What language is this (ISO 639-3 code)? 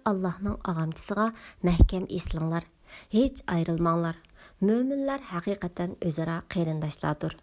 uig